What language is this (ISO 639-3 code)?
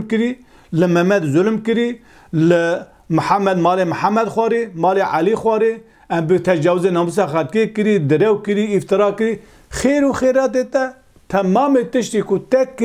kur